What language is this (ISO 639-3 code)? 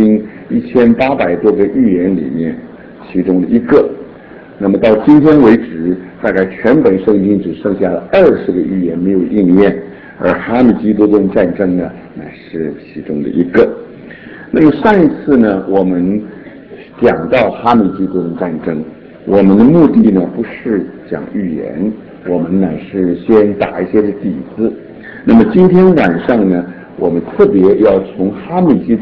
zho